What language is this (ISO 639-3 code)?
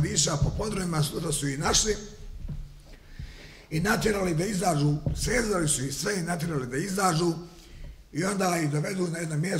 bos